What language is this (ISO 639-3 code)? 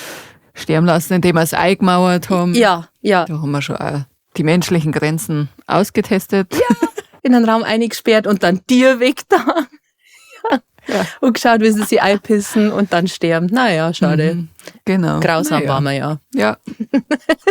bar